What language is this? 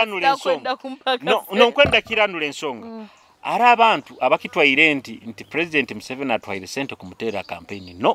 Nyoro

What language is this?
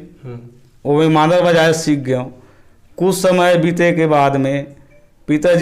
Chhattisgarhi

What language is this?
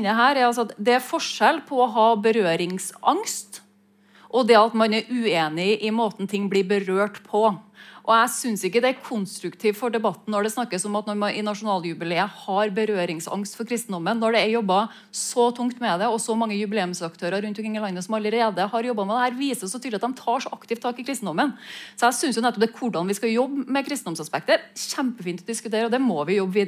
Norwegian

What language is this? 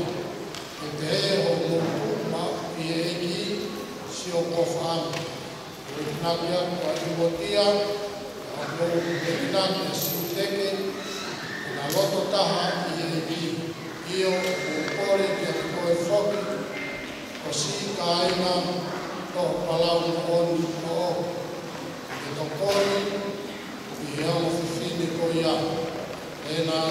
Tongan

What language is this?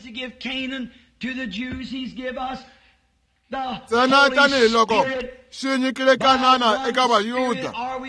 Tsonga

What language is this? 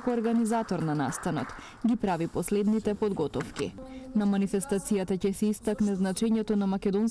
Macedonian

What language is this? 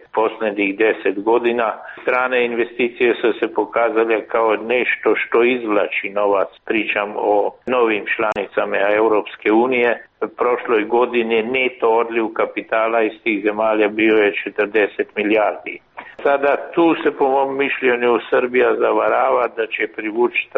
Serbian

